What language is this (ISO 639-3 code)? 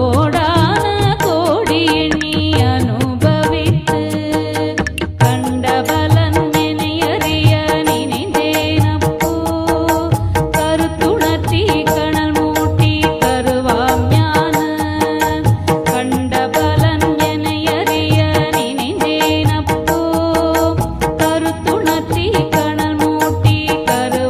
tam